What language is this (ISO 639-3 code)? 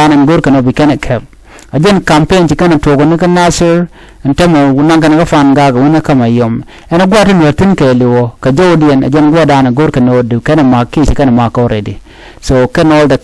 nus